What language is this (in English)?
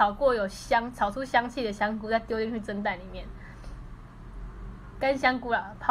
Chinese